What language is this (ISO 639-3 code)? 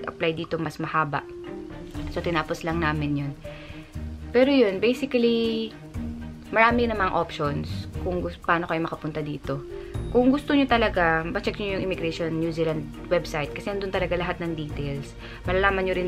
fil